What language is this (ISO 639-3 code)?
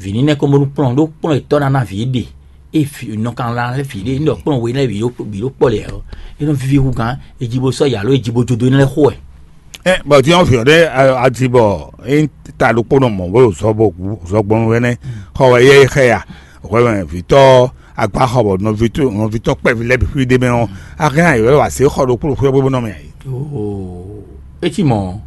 fon